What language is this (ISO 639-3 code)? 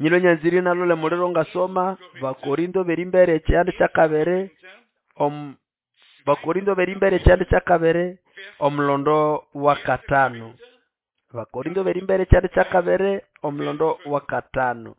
nnb